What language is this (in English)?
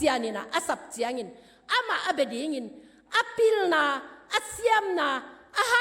Tedim Chin